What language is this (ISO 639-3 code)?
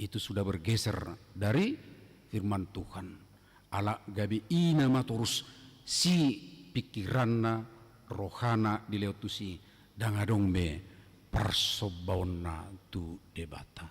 bbc